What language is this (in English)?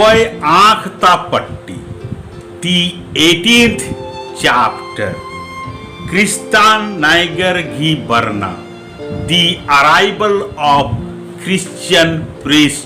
Kurukh